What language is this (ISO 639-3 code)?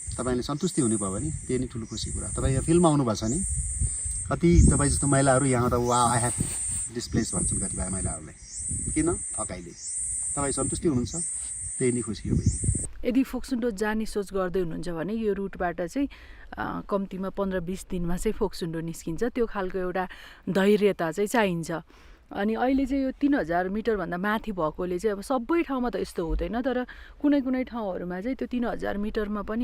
nep